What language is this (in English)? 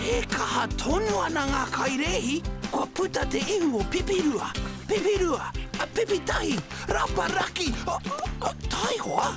Māori